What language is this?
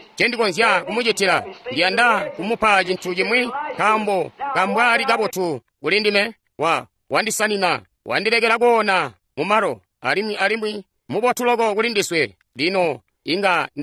Tonga (Zambia)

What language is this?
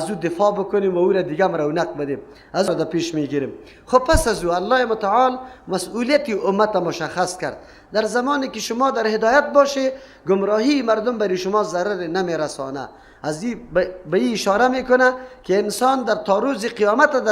Persian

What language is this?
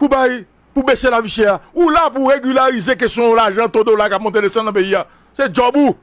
Haitian Creole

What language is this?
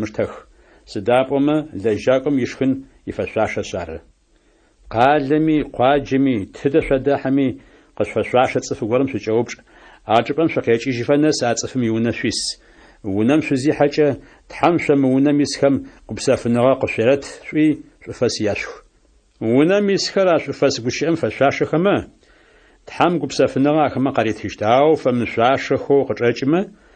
Adyghe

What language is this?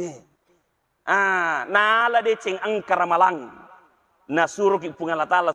Buginese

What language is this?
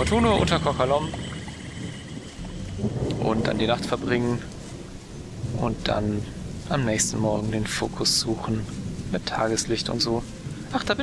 German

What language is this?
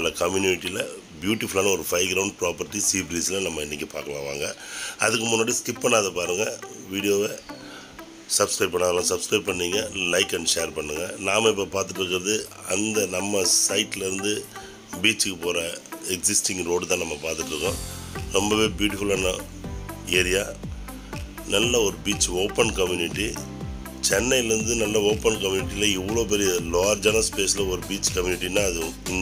Tamil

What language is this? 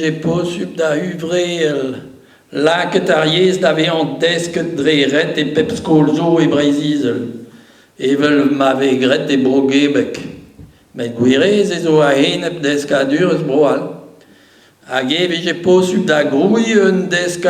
Breton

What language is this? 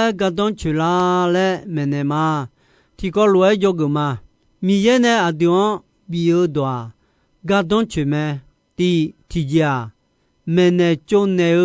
Akha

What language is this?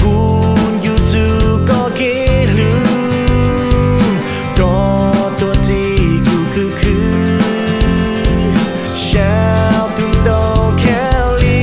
Hmong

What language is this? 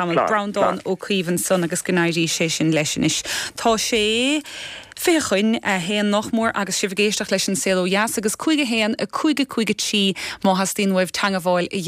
Irish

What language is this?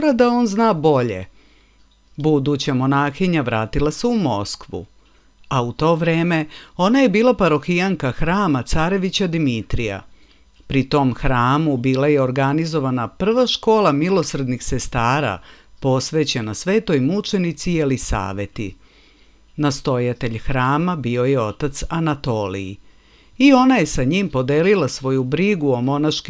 Serbian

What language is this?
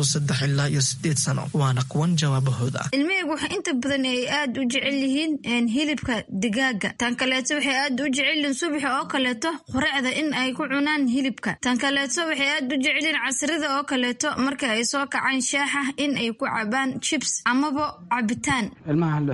Somali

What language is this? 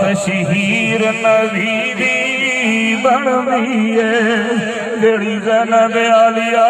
Saraiki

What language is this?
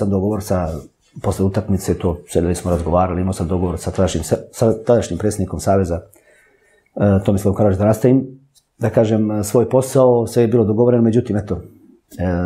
Serbian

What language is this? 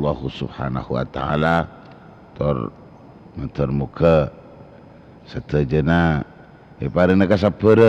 Madurese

